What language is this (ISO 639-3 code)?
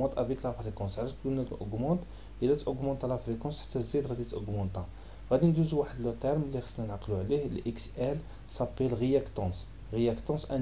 ary